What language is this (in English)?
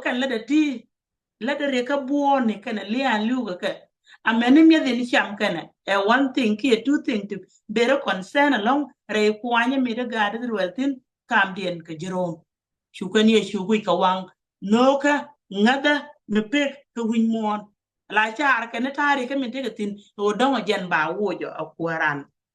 Nuer